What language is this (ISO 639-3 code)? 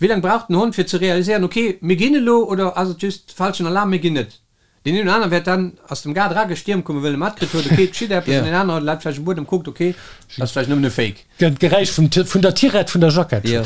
ltz